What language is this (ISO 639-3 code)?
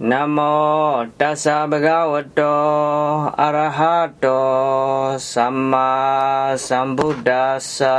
pli